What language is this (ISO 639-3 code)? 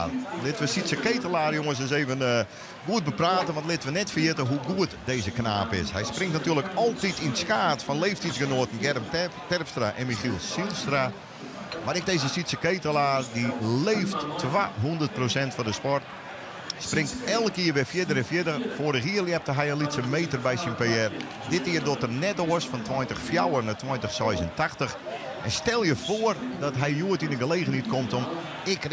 fry